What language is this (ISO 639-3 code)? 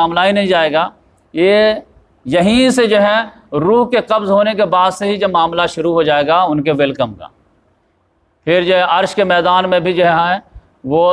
urd